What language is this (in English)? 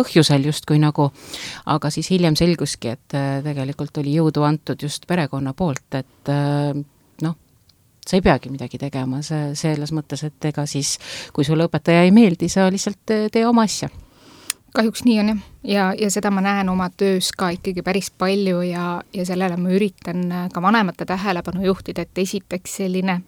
Estonian